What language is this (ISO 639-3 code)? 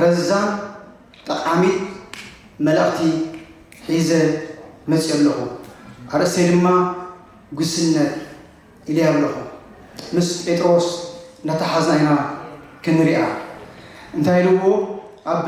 tir